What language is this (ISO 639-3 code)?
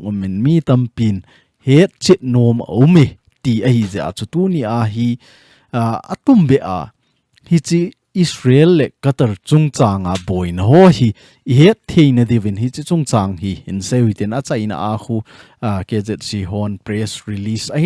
tcz